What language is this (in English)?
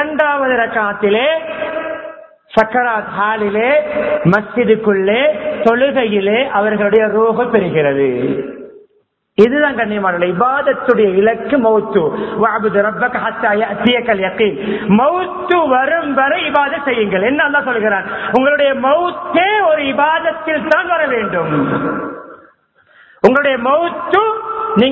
Tamil